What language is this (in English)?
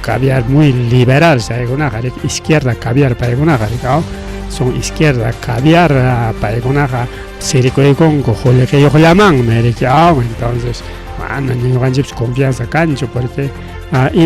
Ayacucho Quechua